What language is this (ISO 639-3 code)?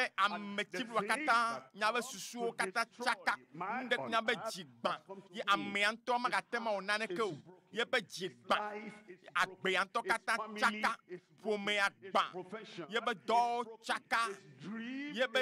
ewe